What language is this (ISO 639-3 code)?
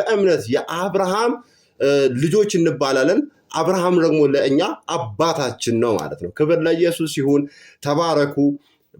amh